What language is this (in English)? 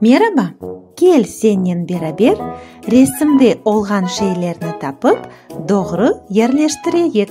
Crimean Tatar